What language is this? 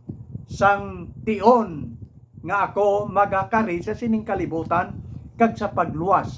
Hiligaynon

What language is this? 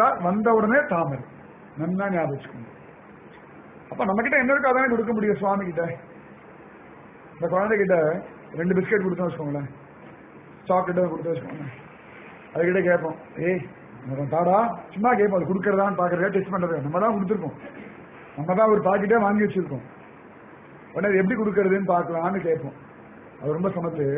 Tamil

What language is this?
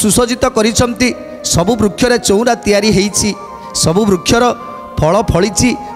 Odia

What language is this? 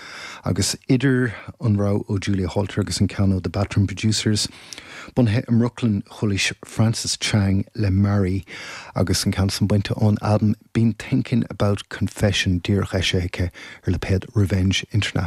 Irish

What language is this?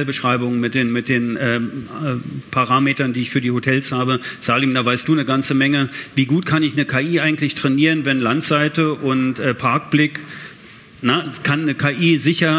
German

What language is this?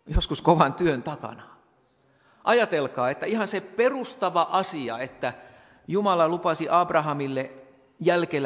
Finnish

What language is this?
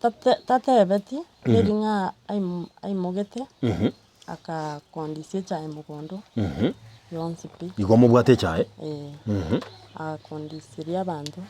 Gusii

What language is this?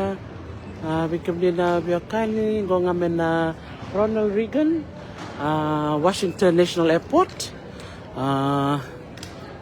Fijian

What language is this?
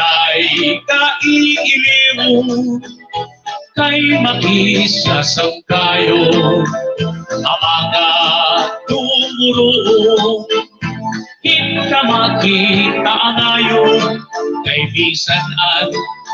Waray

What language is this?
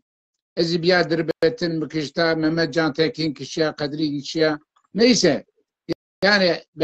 Zaza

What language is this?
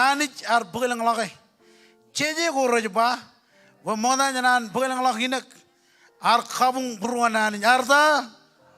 Marshallese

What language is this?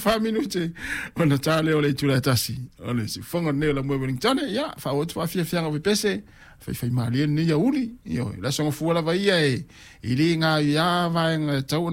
Samoan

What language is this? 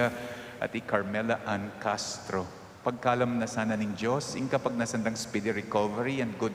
Pampanga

